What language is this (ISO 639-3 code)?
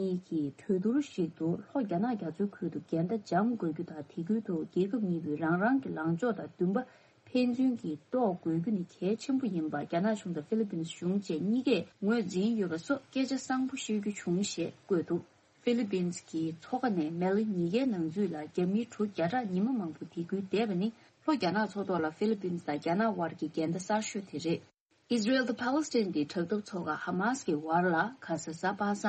bod